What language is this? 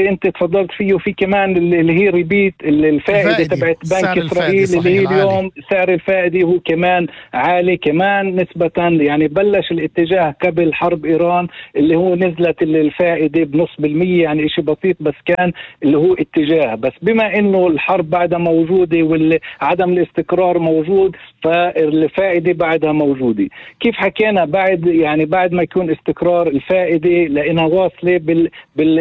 North Levantine Arabic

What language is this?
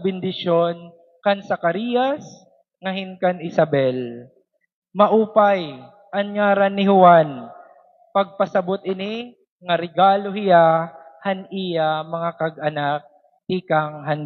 Waray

